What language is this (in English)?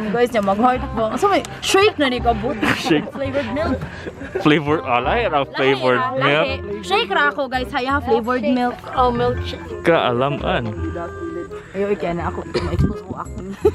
Cebuano